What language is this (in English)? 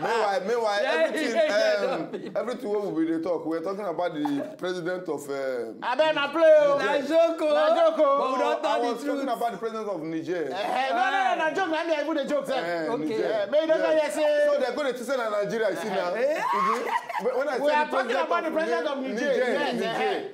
Nigerian Pidgin